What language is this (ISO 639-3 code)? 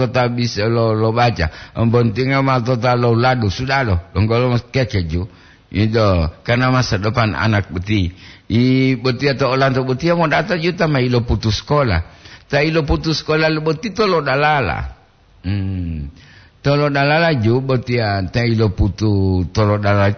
gor